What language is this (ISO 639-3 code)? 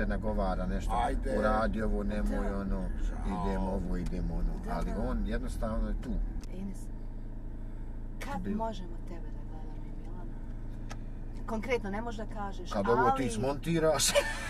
bos